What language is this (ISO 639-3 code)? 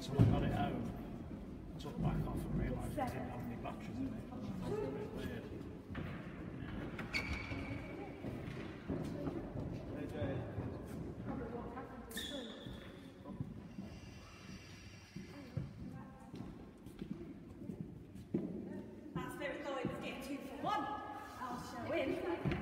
eng